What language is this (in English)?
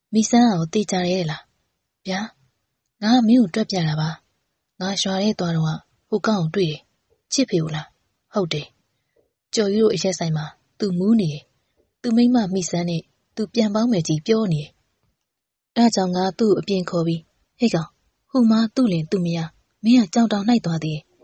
Burmese